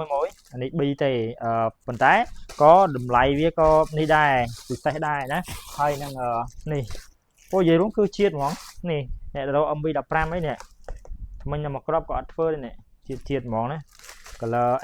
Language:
Khmer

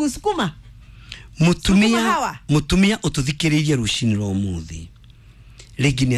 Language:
Kikuyu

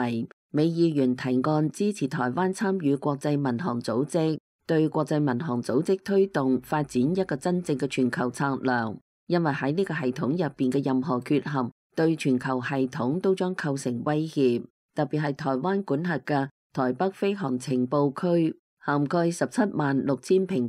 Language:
Cantonese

